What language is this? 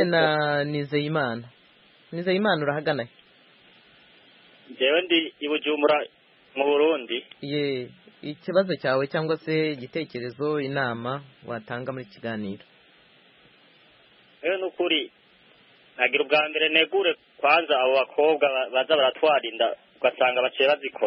Kinyarwanda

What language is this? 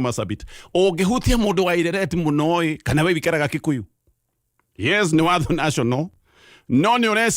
Kikuyu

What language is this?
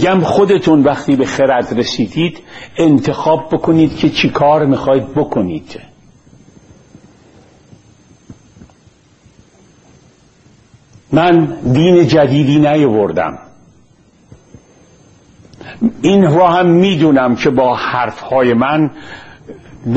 Persian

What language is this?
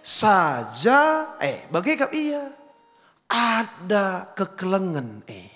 Batak Karo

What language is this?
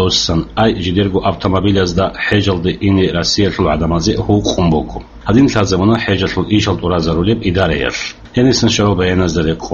Avaric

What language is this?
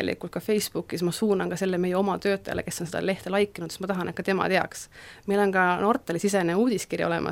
Estonian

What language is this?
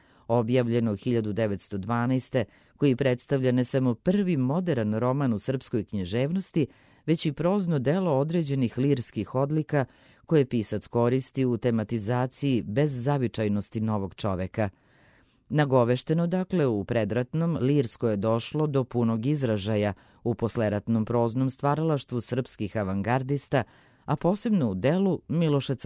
Serbian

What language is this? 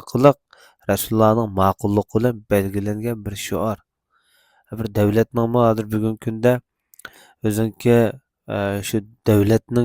Uyghur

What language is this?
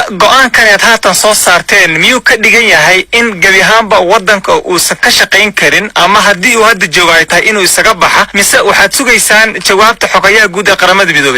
Somali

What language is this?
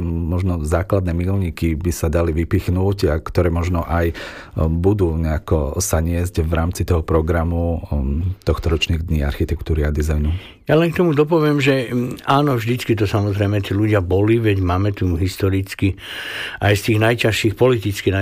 Slovak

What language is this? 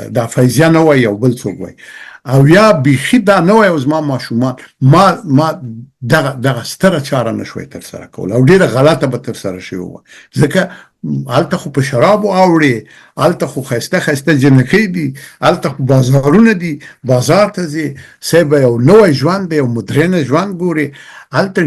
Pashto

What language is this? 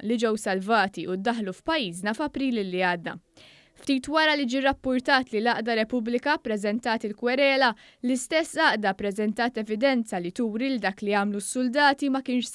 Maltese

